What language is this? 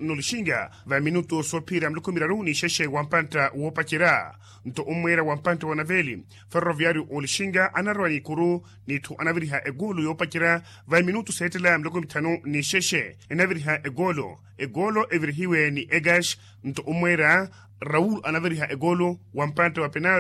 Makhuwa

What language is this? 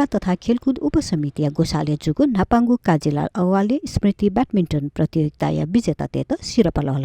Newari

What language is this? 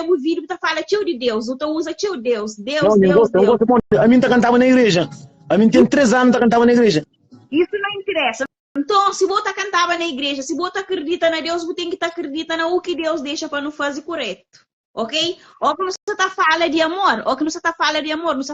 Kabuverdianu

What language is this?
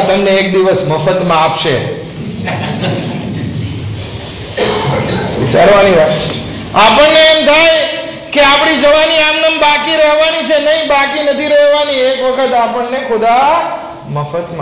Gujarati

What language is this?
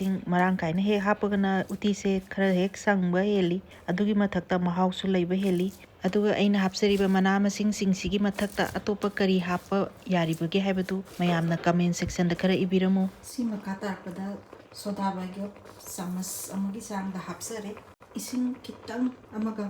Manipuri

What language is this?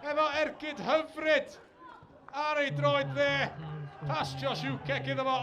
Welsh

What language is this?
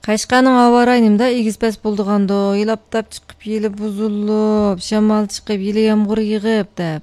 Uyghur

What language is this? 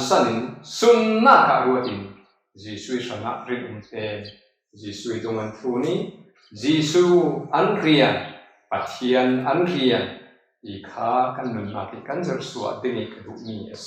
Falam Chin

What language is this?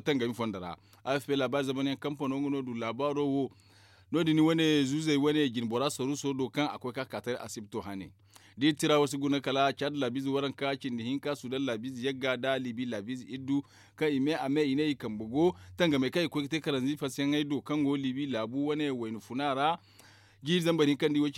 Zarma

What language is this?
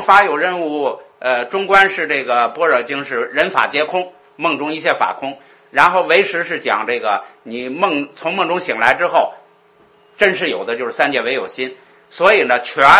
Chinese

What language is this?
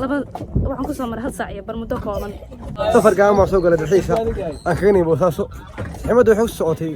Somali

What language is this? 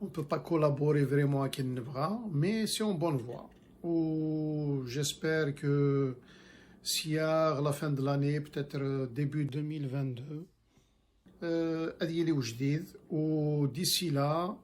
Kabyle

